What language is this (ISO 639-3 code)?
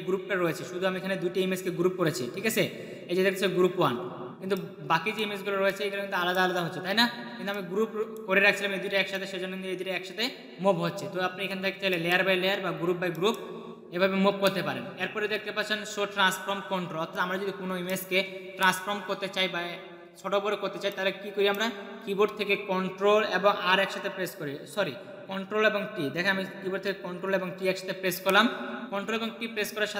ben